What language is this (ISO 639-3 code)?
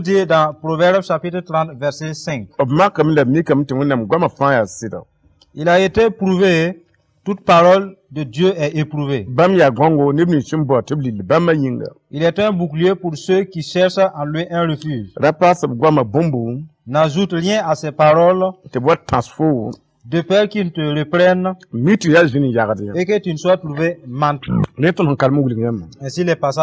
mos